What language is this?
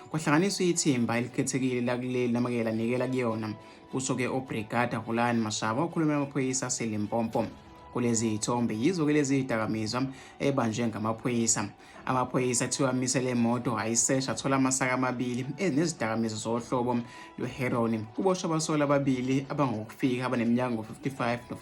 Zulu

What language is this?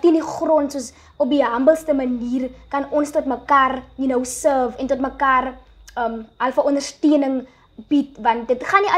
Afrikaans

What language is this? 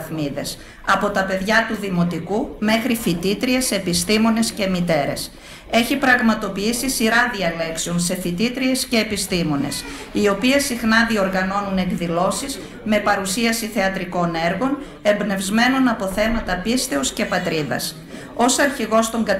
Greek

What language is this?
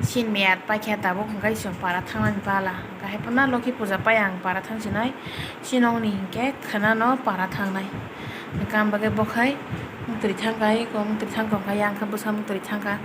Kok Borok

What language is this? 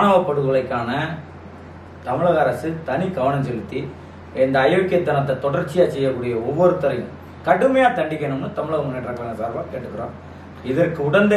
Tamil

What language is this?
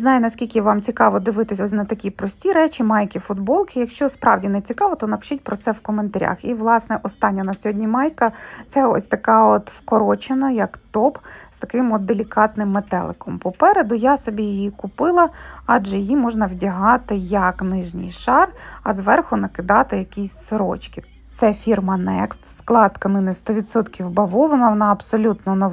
Ukrainian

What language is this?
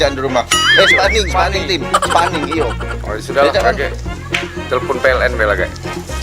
Musi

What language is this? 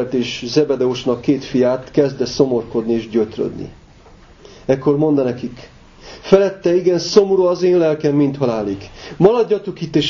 Hungarian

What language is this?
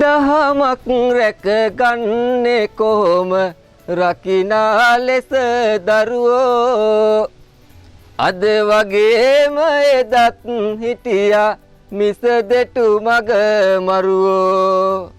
Sinhala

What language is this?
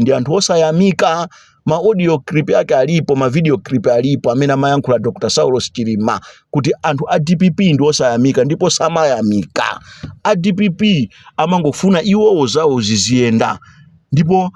Nyanja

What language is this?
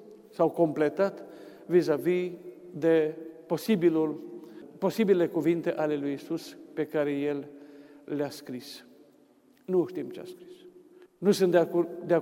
Romanian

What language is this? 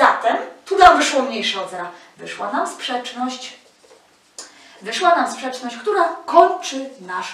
Polish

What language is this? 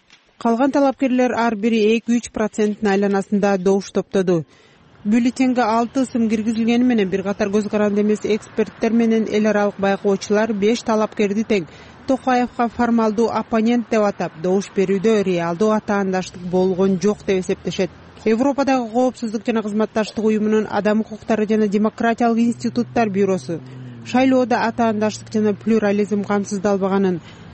Kyrgyz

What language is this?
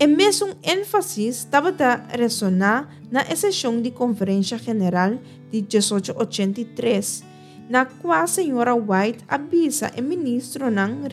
Papiamento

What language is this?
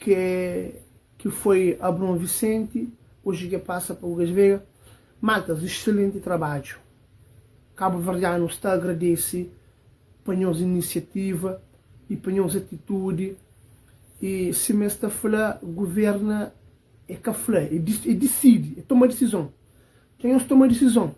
Kabuverdianu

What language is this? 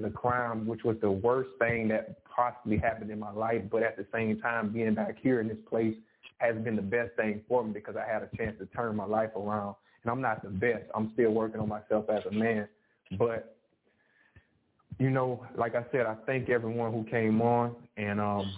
English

